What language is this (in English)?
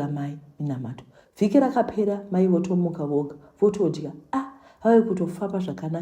Shona